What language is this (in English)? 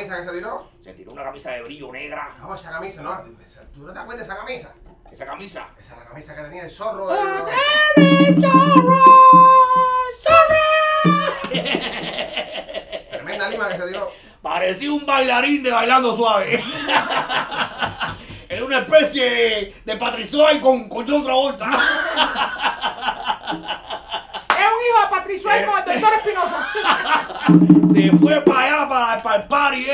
Spanish